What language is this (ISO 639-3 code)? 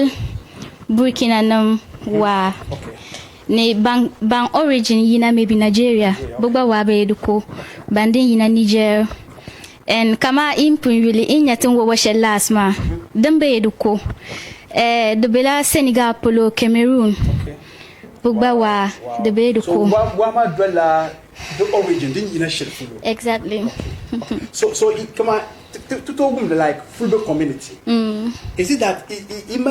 dag